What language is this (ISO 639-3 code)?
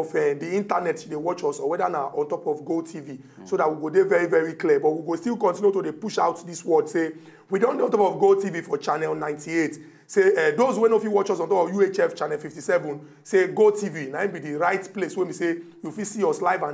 pcm